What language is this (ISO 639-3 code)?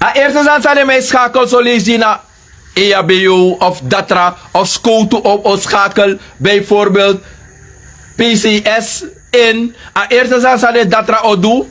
srn